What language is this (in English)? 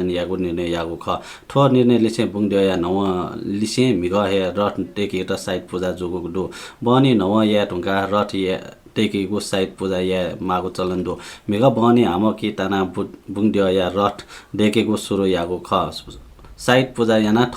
Newari